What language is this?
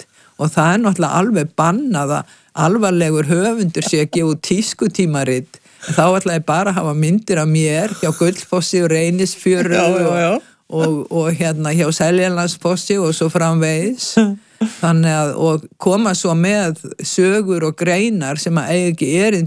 Icelandic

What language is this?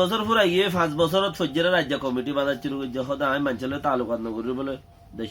Rohingya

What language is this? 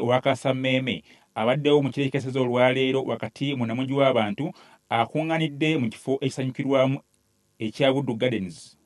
Ganda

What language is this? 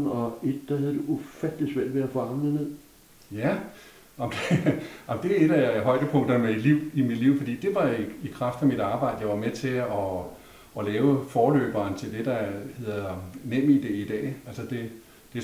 Danish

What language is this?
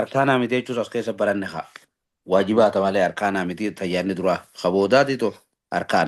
Oromo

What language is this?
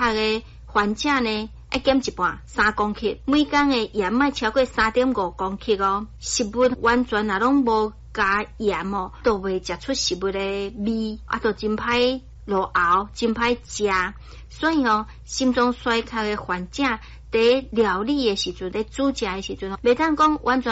Min Nan Chinese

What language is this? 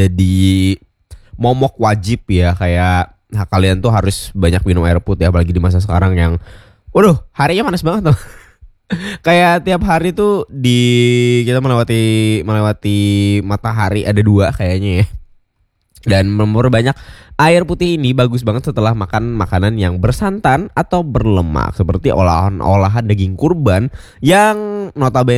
Indonesian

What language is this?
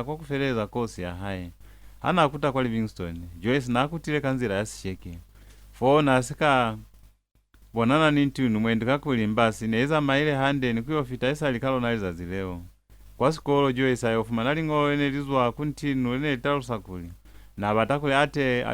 Lozi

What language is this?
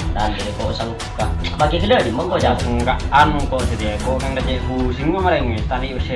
Madurese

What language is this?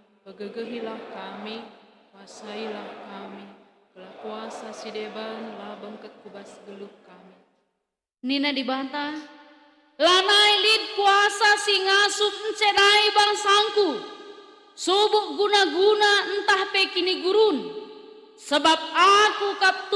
Batak Karo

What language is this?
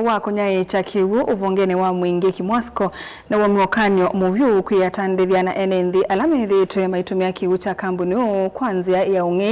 Kamba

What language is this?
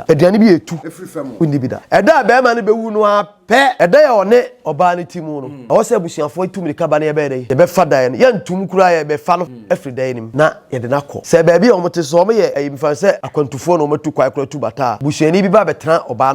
Akan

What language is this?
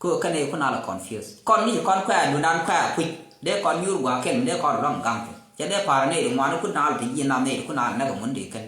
Nuer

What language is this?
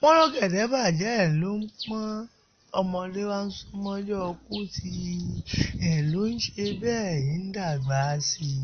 Yoruba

